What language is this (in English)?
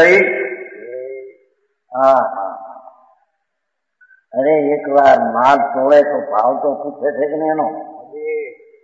Gujarati